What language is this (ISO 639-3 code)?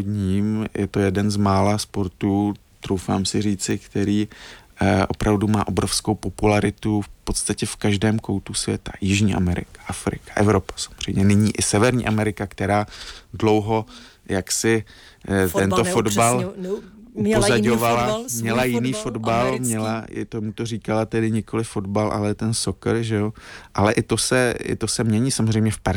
ces